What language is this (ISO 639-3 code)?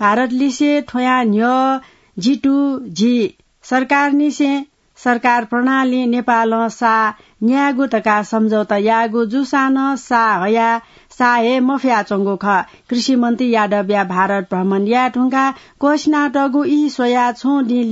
new